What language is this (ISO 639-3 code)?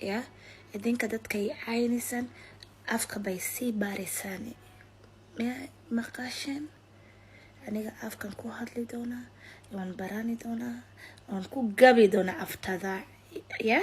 som